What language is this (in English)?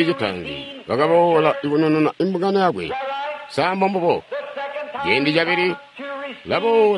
Tonga (Zambia)